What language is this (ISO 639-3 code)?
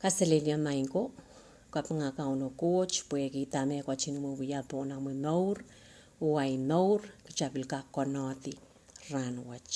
pon